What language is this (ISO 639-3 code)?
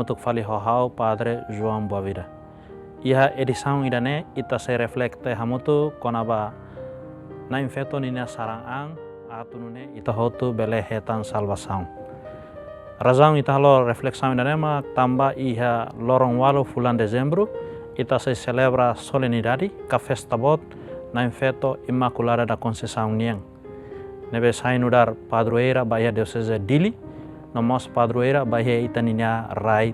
tet